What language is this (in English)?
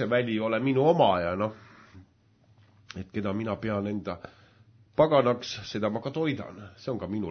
Estonian